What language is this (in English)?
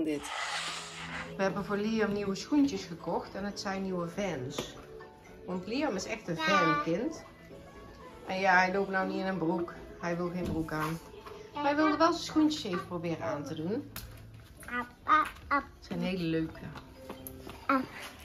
Dutch